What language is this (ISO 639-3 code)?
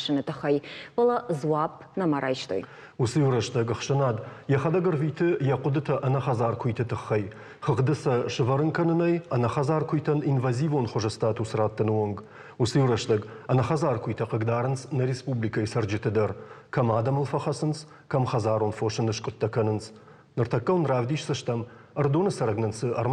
oss